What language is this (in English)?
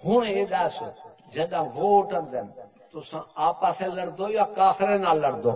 Saraiki